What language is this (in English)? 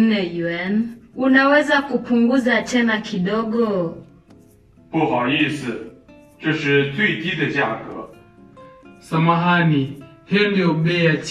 Swahili